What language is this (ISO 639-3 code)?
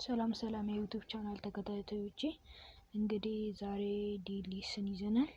amh